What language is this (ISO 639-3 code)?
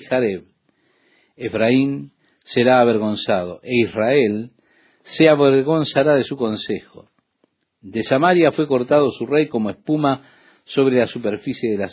spa